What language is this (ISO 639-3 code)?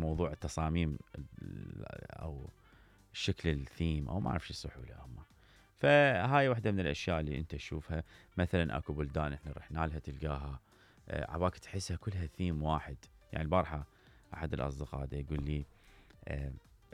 acm